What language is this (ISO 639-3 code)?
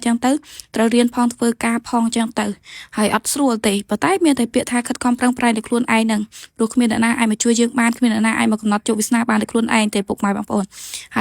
khm